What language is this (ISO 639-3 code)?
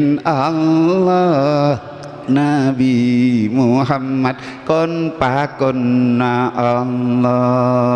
mad